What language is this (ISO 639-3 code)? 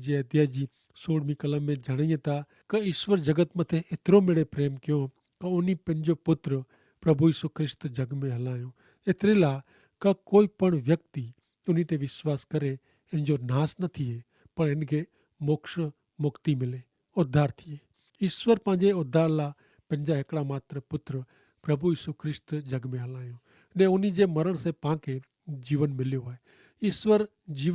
kfr